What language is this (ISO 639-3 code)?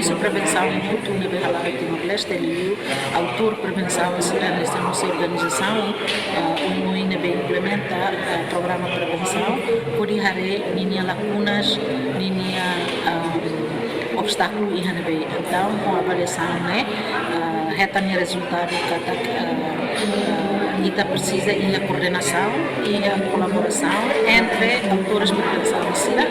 tet